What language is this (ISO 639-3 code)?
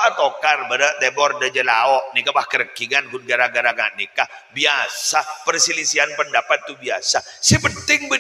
mad